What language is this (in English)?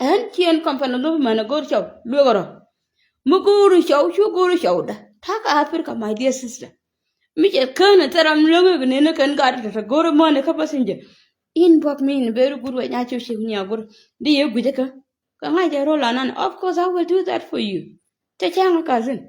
Nuer